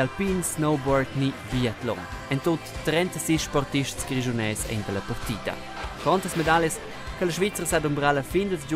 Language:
Romansh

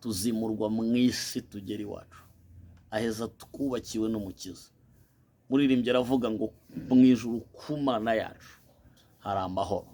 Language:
Kinyarwanda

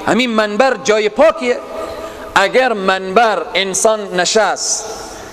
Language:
Persian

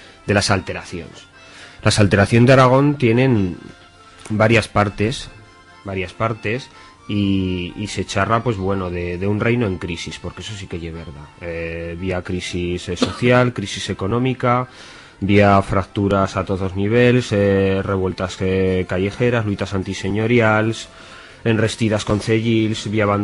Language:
Aragonese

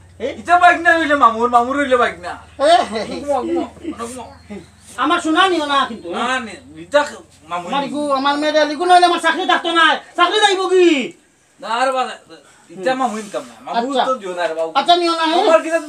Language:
Sylheti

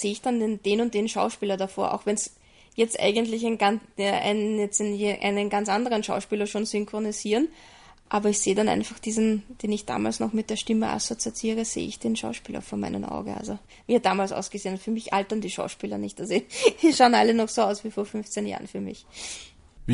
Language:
German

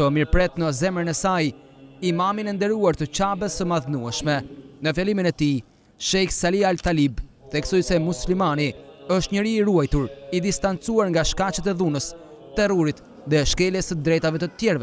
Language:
Albanian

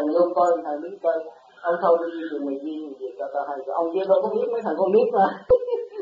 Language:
Vietnamese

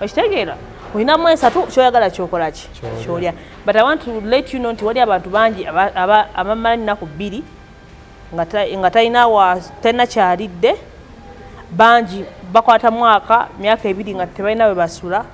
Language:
Ganda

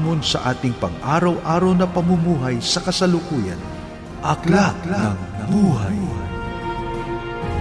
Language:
Filipino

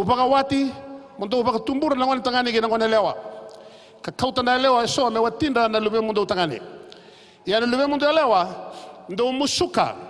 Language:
Fijian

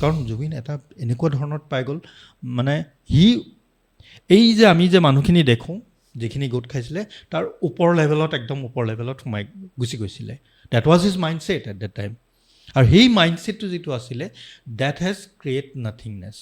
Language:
Assamese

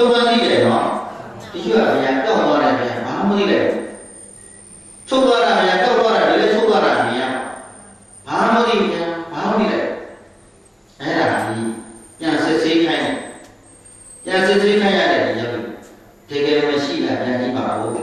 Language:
Burmese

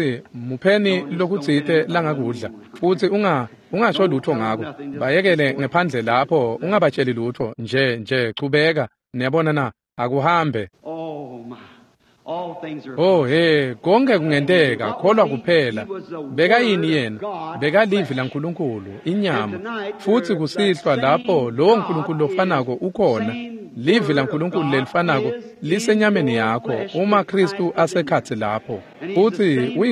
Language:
Swati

